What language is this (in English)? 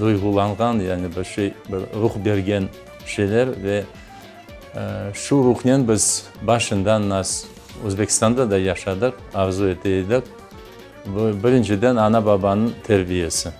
Crimean Tatar